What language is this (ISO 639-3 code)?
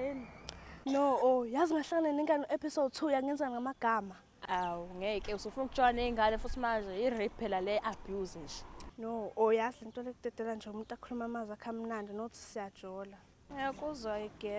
zul